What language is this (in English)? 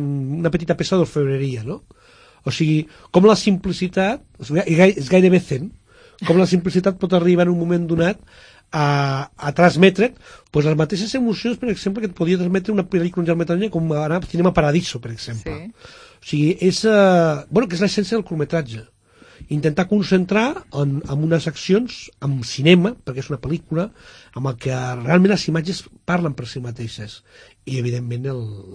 Catalan